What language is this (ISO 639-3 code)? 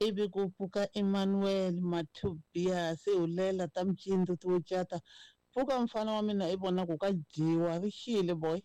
tso